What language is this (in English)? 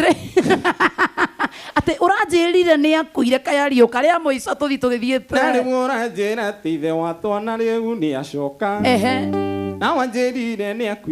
Kikuyu